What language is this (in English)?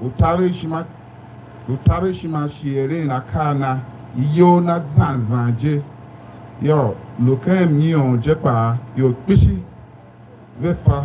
Tiv